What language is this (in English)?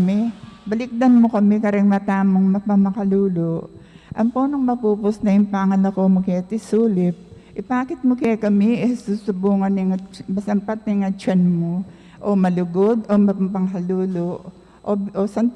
Pampanga